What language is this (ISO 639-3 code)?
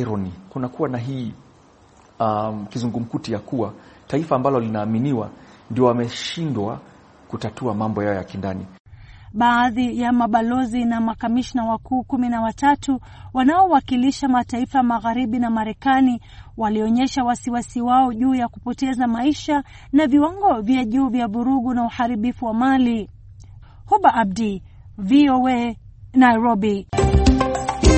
swa